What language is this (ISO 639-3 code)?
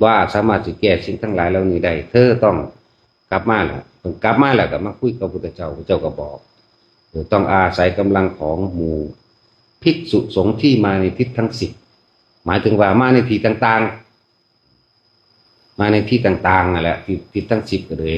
tts